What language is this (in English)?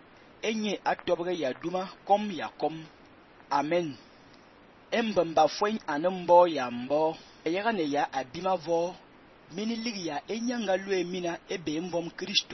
Fang